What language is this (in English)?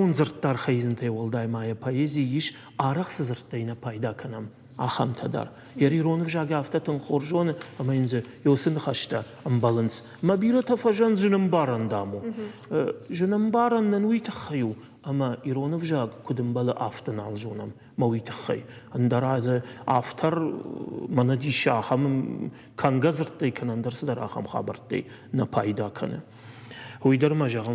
Ossetic